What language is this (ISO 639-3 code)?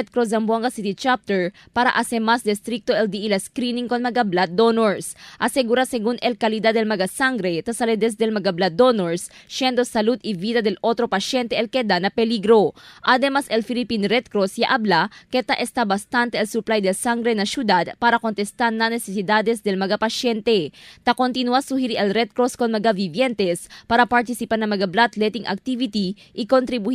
cbk